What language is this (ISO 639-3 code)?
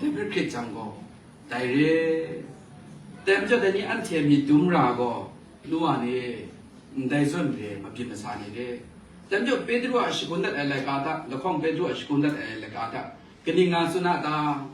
kac